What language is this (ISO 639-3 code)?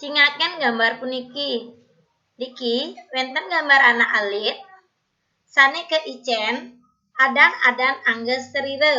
ban